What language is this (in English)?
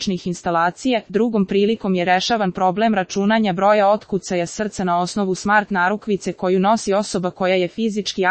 Serbian